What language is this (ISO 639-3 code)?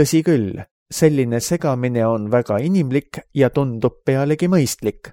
est